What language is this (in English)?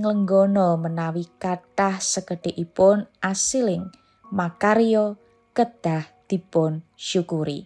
Javanese